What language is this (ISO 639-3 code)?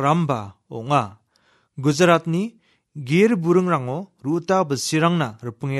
grt